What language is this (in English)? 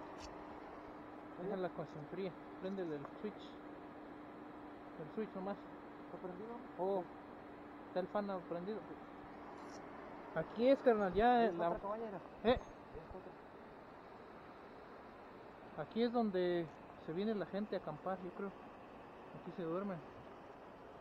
Spanish